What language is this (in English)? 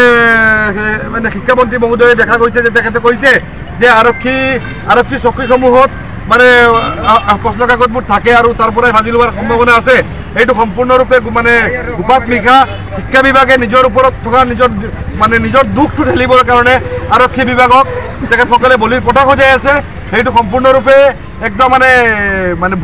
Assamese